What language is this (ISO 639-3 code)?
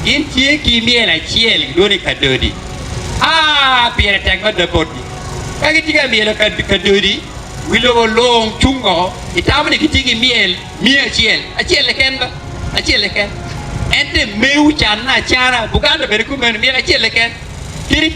ach